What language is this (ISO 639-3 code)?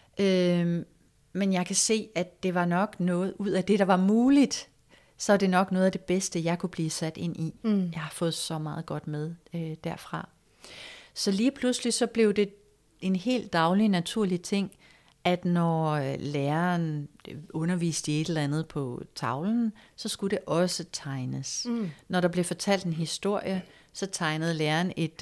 dan